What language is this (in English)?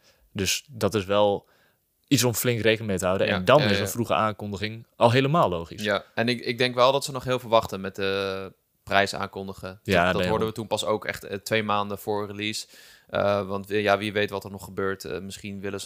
Dutch